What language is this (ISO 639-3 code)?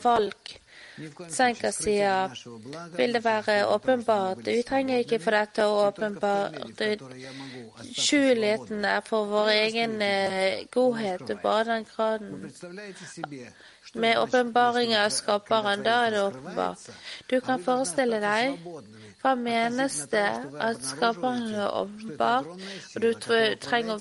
nor